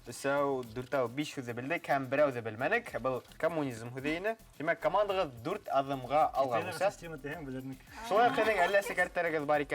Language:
Bashkir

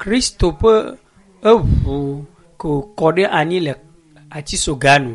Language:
Ewe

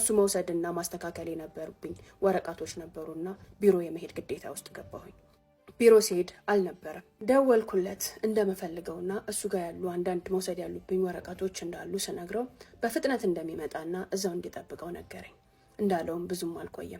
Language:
Amharic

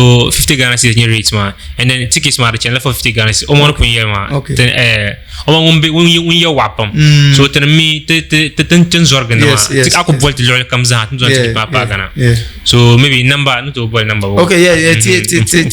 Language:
Dagbani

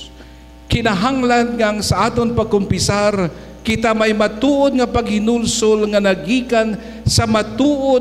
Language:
Hiligaynon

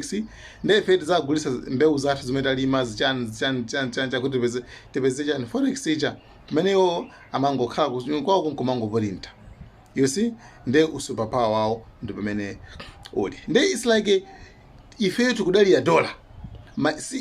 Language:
Nyanja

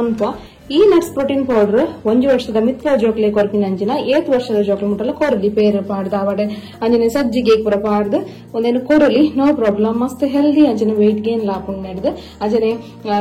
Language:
Tulu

